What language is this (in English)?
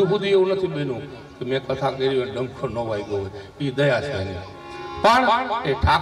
Gujarati